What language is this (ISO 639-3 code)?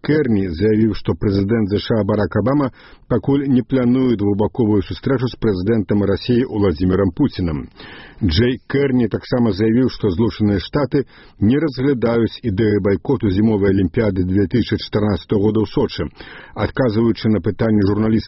bel